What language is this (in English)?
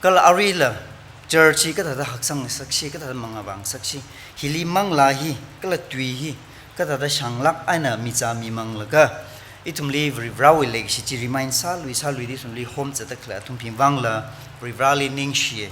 Tangkhul Naga (India)